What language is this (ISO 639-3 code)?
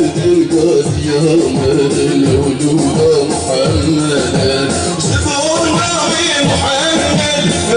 kur